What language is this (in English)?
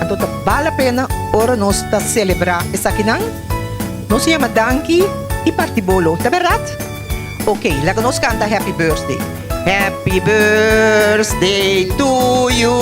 Papiamento